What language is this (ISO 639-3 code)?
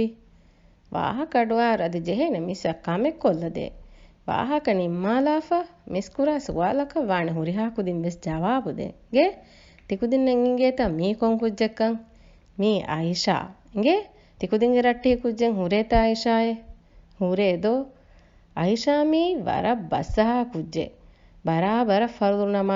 div